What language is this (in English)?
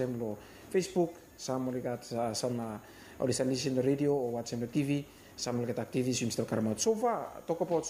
Bislama